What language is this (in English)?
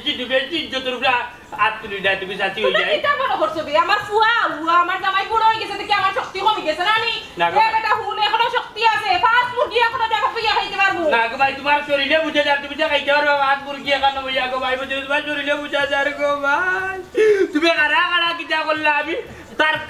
Sylheti